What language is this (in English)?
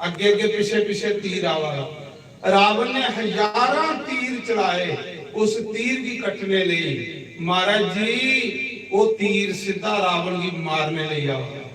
Dogri